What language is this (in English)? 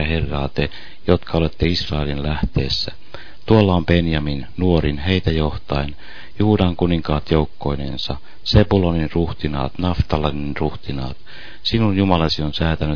Finnish